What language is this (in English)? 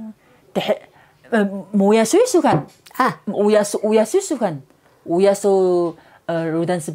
Taroko